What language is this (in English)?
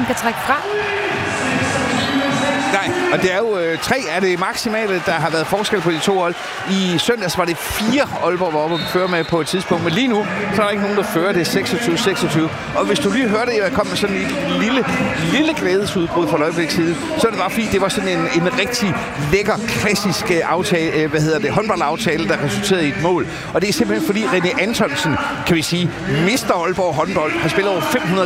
Danish